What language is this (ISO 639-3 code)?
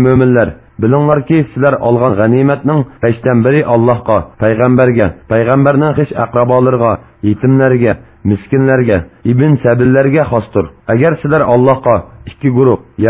uig